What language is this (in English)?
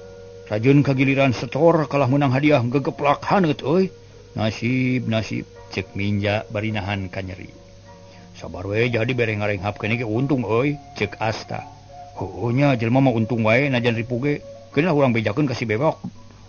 Sundanese